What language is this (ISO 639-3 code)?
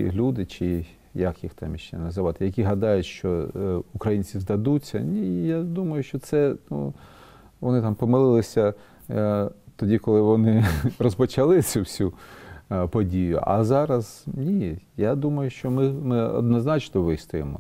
ukr